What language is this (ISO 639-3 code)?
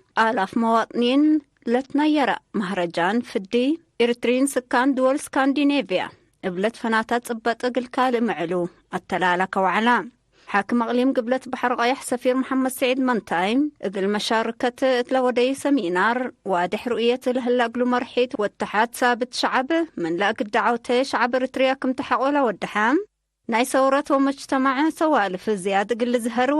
tig